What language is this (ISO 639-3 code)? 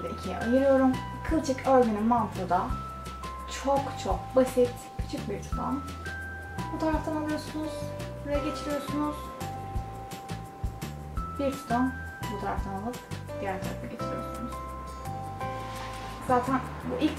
tur